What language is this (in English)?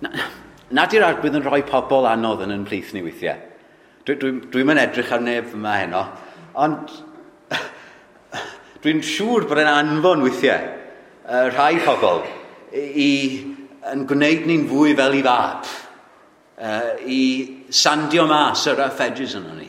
Welsh